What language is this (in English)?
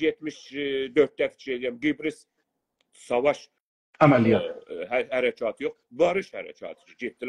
South Azerbaijani